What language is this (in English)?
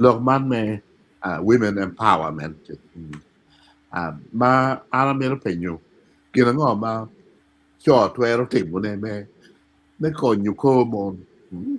Acoli